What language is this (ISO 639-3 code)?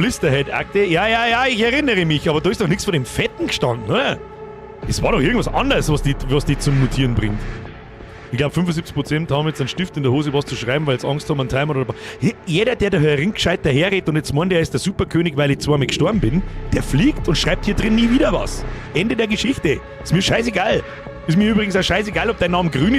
bar